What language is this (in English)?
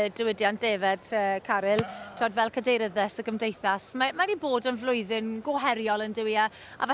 Welsh